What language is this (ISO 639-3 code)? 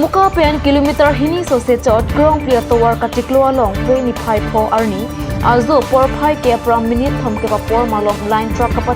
mjw